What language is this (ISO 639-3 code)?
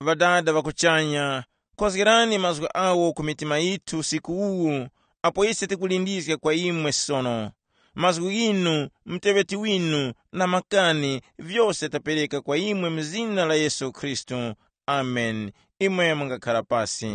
tum